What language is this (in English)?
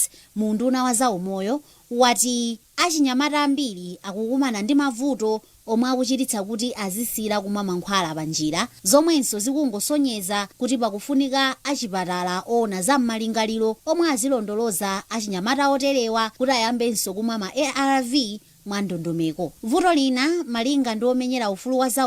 Nyanja